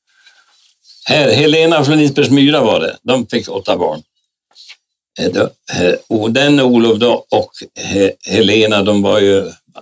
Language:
Swedish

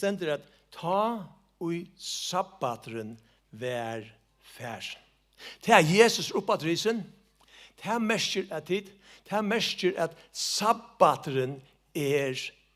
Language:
Faroese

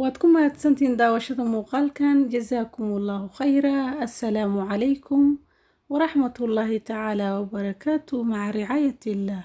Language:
Somali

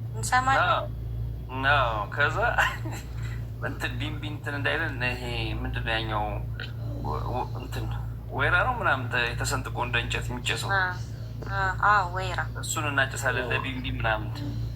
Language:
Amharic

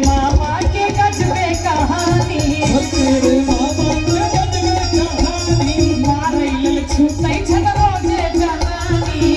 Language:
Maithili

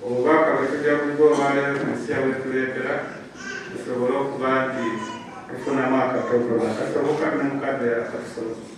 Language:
Soga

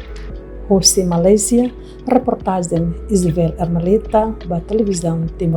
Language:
Tetum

